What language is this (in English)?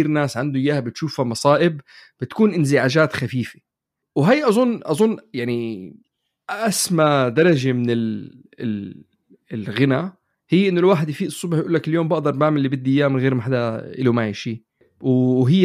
North Levantine Arabic